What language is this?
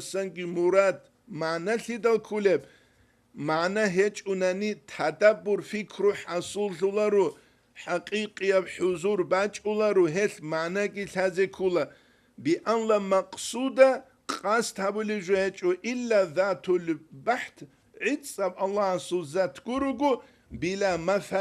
Avaric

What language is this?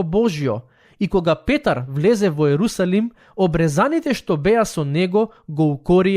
Macedonian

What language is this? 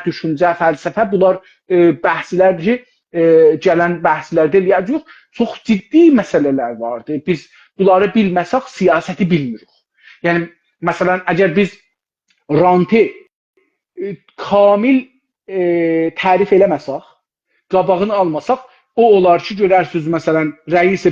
South Azerbaijani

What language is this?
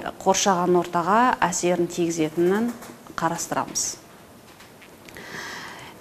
Kazakh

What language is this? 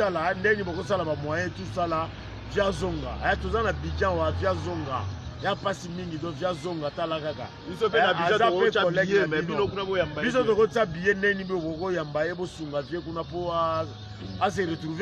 Lingala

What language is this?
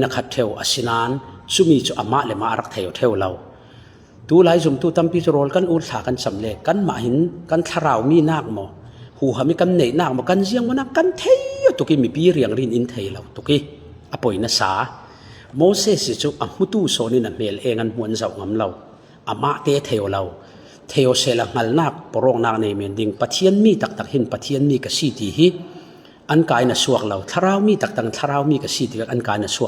Falam Chin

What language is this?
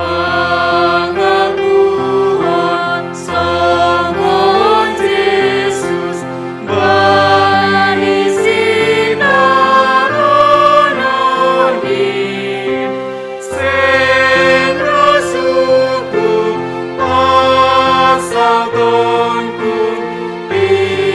Batak Simalungun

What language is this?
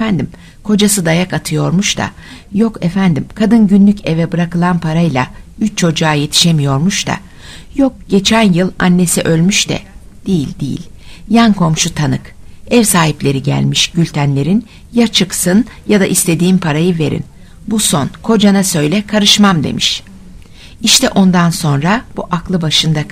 Turkish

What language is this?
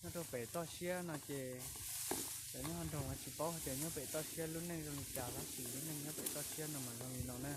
Hmong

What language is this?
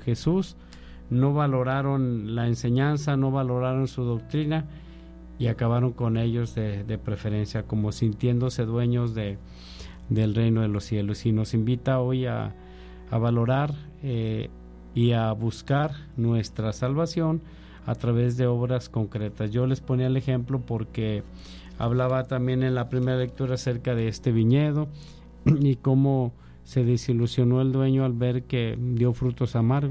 Spanish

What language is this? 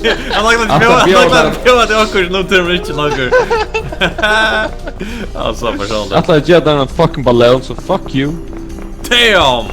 Faroese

